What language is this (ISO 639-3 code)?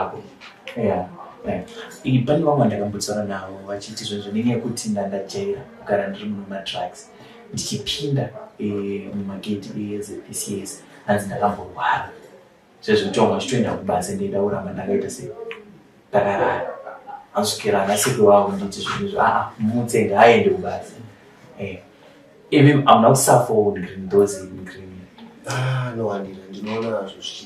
sna